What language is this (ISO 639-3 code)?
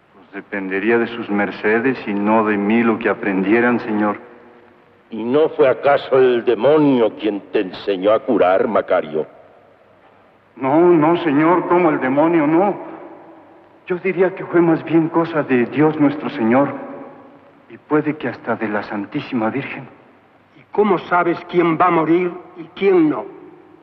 spa